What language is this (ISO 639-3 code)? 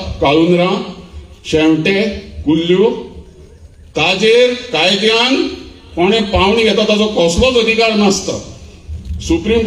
kok